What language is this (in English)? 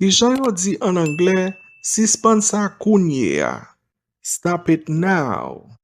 Haitian Creole